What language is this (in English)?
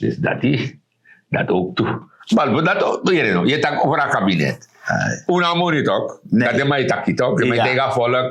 Sranan Tongo